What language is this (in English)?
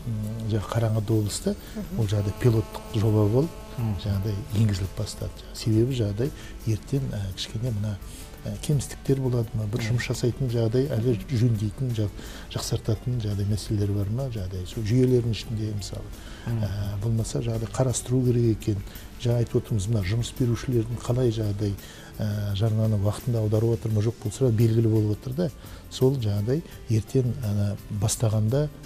Kazakh